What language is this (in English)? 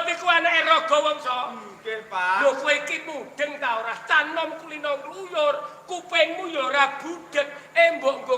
Javanese